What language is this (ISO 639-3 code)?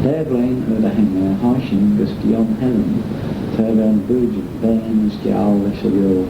glv